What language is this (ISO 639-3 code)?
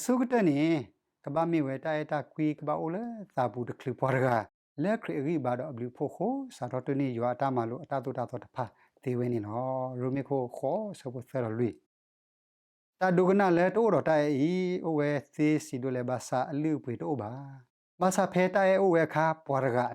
ksw